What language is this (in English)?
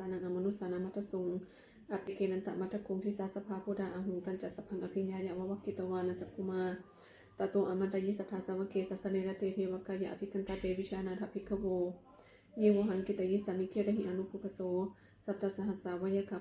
Pali